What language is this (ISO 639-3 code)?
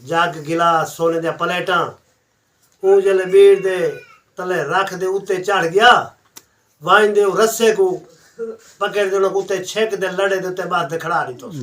skr